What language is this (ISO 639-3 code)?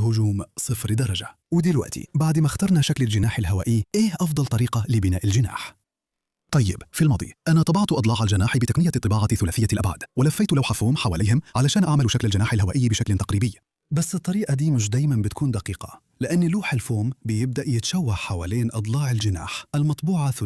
arz